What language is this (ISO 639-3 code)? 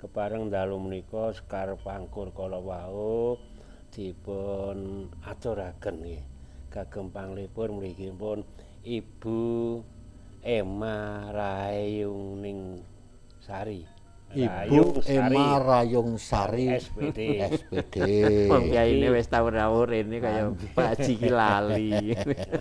jav